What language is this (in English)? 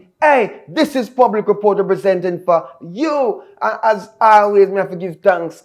Jamaican Creole English